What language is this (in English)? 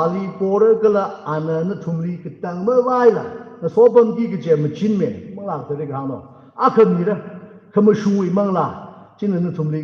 Tangkhul Naga (India)